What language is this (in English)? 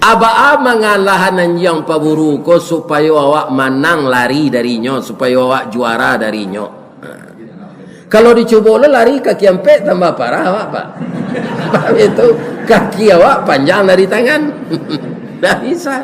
Minangkabau